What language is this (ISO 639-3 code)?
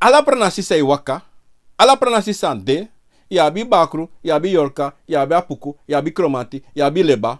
srn